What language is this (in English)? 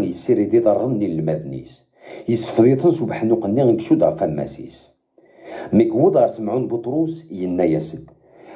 Kabyle